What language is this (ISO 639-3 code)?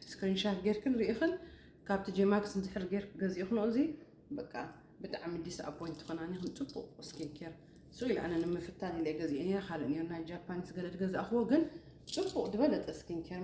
tir